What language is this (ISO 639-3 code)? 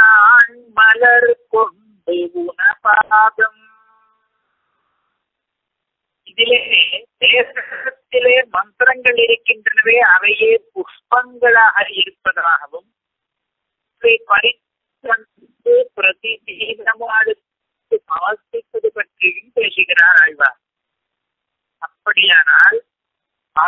tam